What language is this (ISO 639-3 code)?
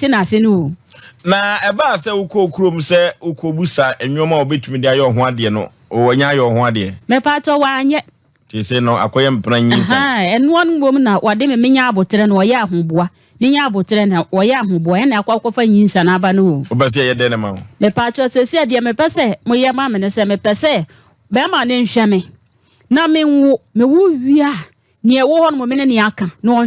aka